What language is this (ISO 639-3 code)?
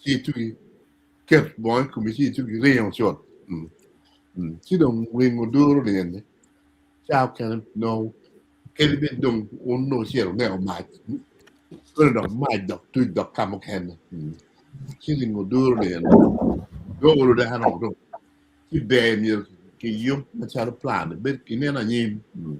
ach